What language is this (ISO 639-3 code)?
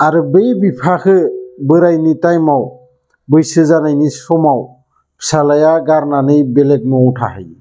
brx